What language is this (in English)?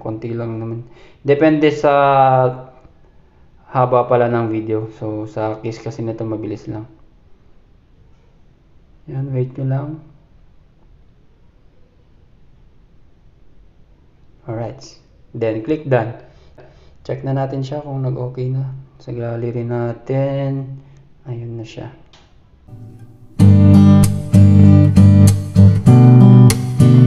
Filipino